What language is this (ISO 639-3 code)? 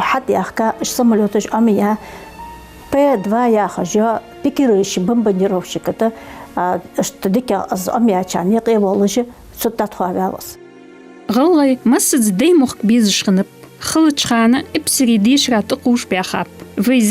inh